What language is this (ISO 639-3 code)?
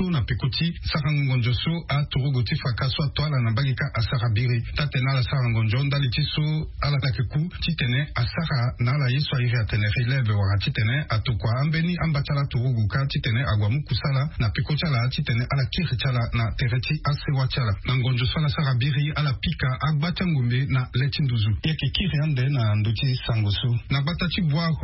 sag